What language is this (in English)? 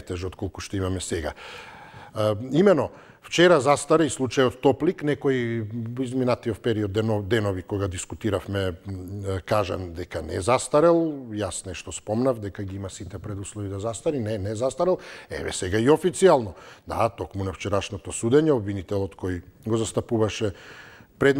Macedonian